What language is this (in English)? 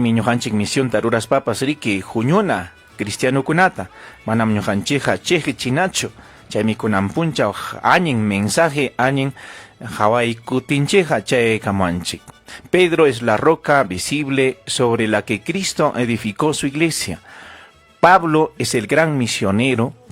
Ayacucho Quechua